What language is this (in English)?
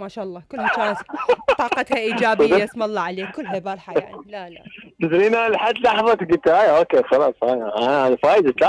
Mesopotamian Arabic